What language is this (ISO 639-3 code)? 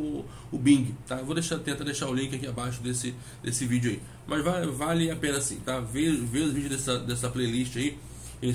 por